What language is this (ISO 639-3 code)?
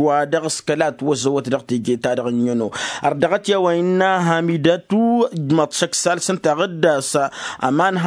taq